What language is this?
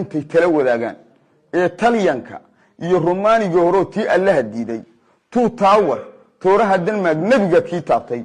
Somali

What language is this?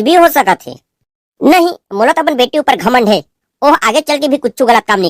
Chhattisgarhi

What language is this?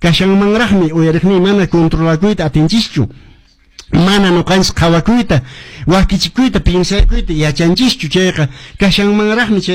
Quechua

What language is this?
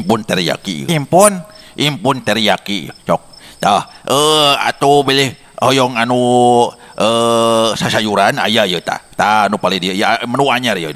Sundanese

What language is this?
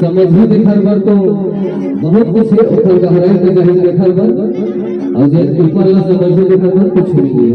Chhattisgarhi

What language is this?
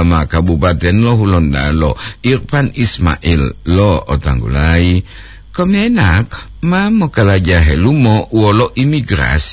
Gorontalo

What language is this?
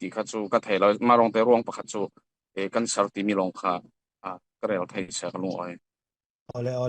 Falam Chin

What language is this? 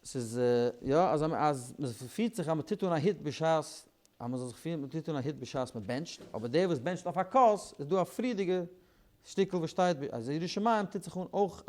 Yiddish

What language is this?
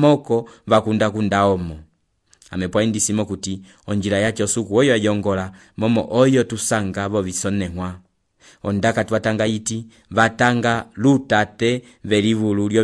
Umbundu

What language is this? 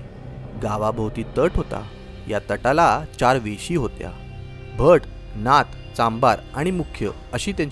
Marathi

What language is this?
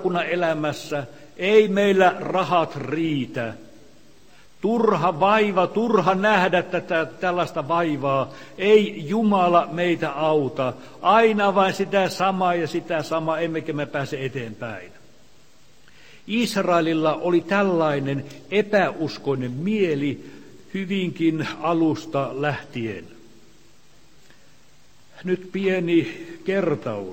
Finnish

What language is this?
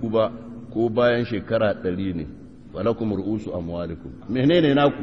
Hausa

